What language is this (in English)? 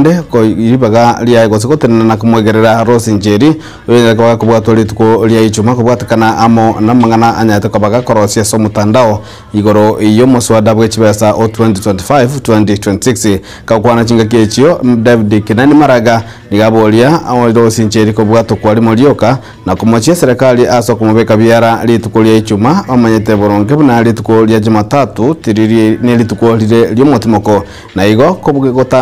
Gusii